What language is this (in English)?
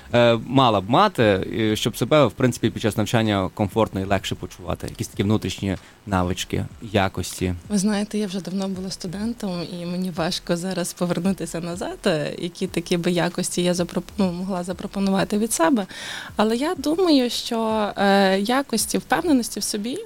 Ukrainian